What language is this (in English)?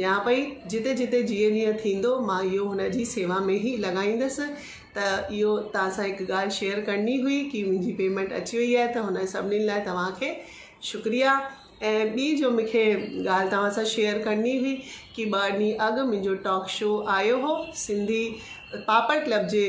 Sindhi